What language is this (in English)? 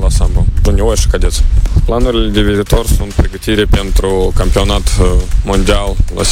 Romanian